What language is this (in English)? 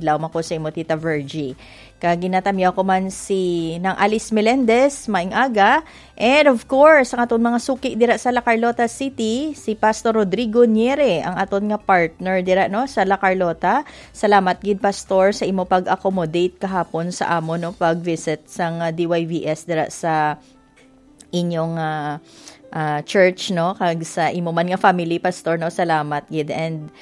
Hiligaynon